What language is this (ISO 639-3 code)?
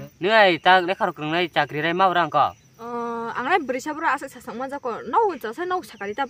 trp